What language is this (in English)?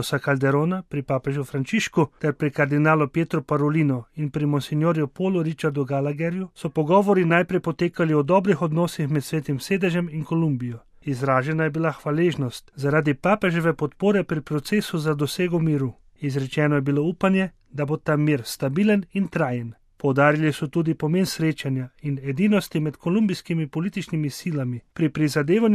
Slovenian